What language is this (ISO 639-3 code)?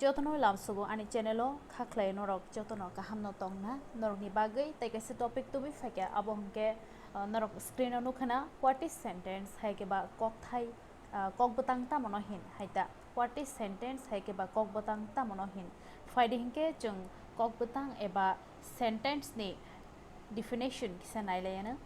trp